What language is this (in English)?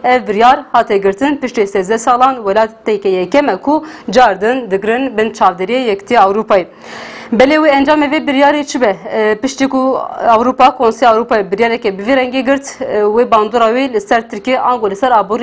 Kurdish